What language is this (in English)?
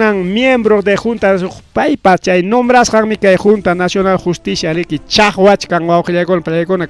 Ayacucho Quechua